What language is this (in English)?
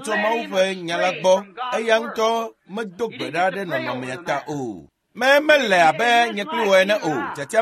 Ewe